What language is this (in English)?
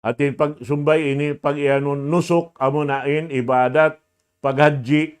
Tausug